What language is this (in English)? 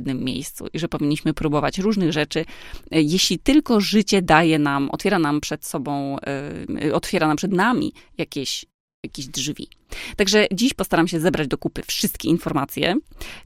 Polish